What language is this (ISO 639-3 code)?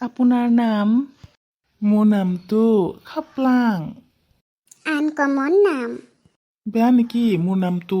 asm